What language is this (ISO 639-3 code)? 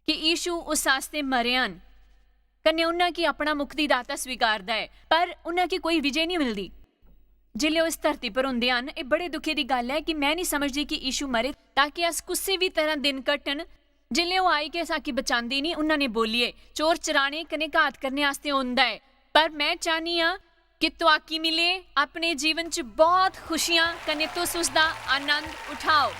doi